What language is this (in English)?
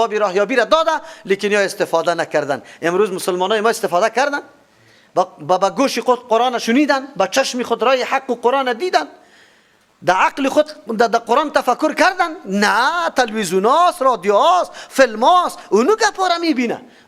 Persian